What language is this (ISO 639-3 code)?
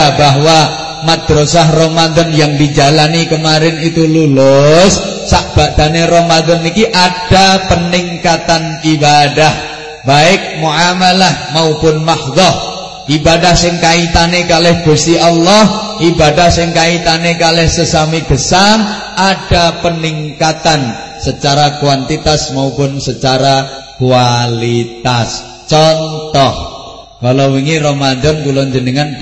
jav